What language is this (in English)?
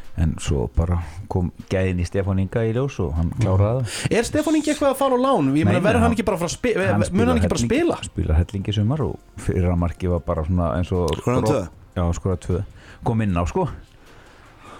Icelandic